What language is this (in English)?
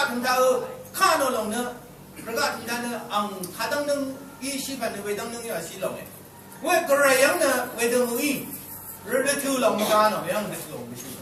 Rawang